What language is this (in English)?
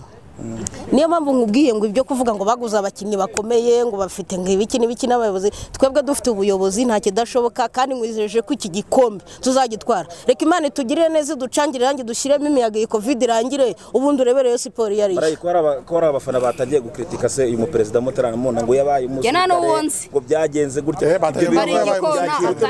Kinyarwanda